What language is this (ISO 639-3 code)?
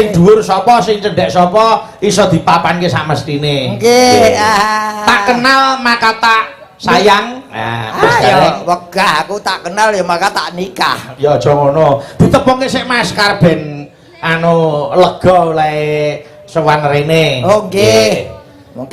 jav